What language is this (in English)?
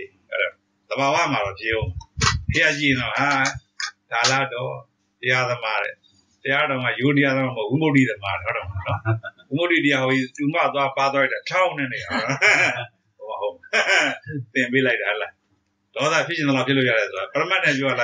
Burmese